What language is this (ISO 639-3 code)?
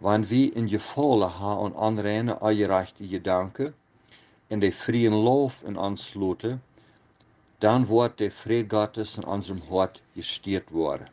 pdt